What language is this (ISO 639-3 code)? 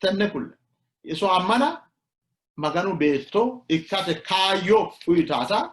sid